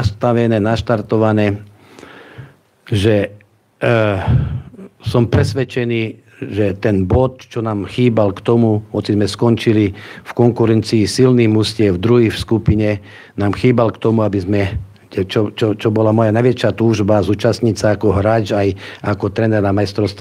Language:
Slovak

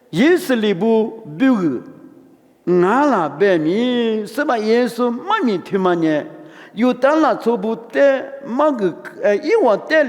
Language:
Lisu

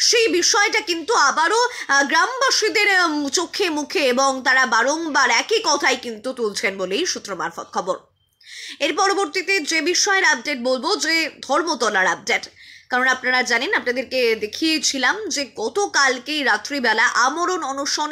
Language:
Bangla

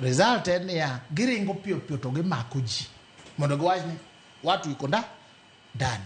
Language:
Luo (Kenya and Tanzania)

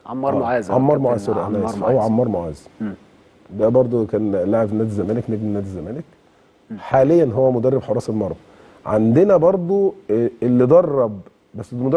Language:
Egyptian Arabic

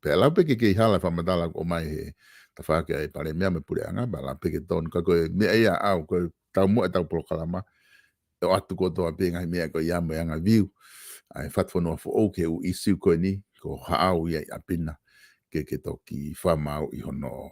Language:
Tongan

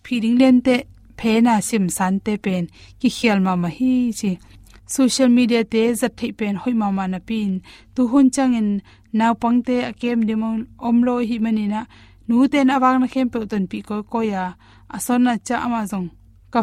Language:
Tedim Chin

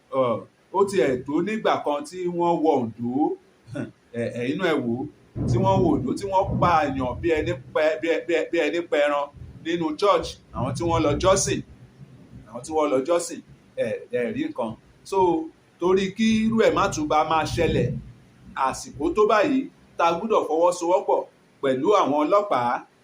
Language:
Yoruba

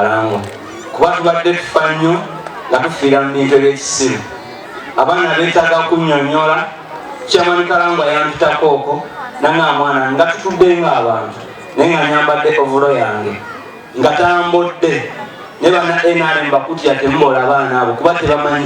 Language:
Ganda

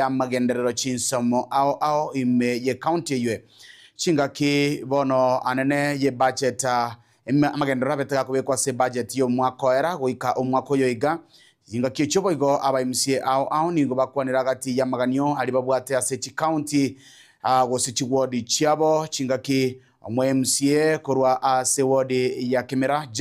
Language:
Gusii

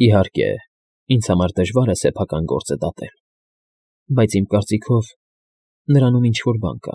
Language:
Armenian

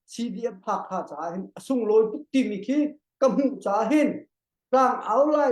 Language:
Hakha Chin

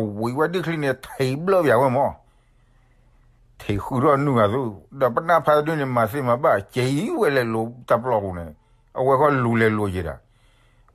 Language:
S'gaw Karen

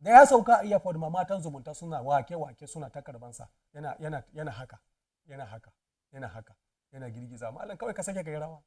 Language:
Hausa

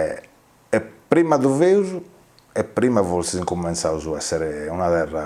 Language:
Sardinian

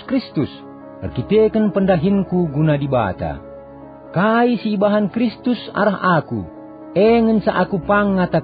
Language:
Batak Karo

